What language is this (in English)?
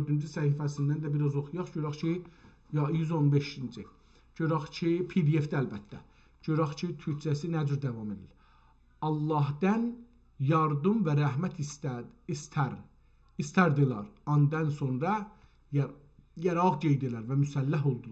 South Azerbaijani